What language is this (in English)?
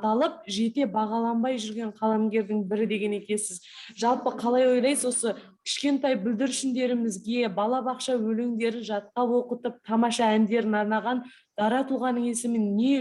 Kazakh